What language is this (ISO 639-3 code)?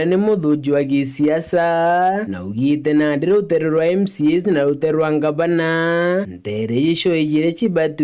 mer